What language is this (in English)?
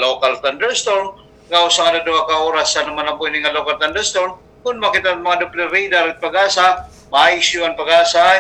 Waray